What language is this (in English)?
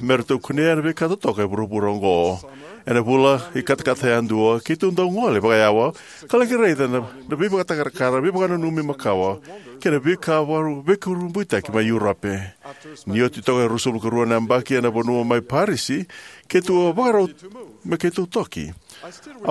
Fijian